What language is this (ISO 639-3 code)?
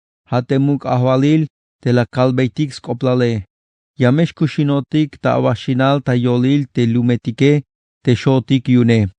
tzh